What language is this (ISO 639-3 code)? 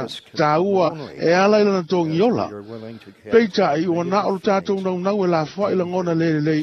smo